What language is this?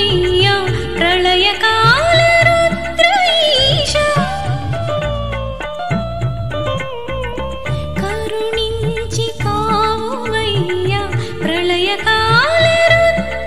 Telugu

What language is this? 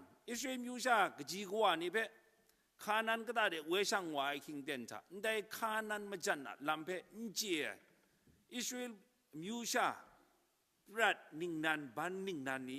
Kachin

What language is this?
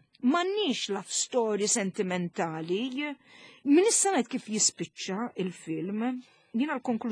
Maltese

